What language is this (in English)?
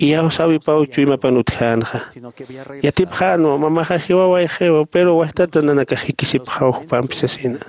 Aymara